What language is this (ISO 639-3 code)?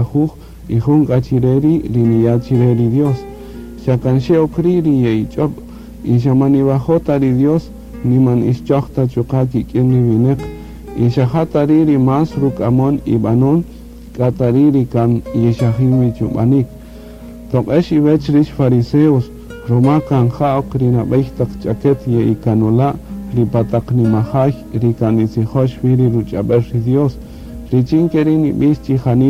cak